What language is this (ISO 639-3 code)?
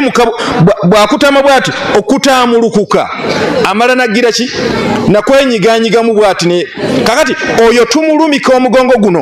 lug